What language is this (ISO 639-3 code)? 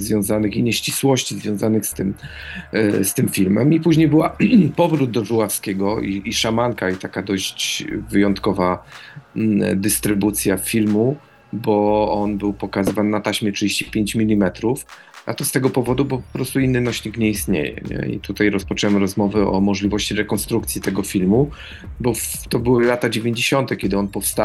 pol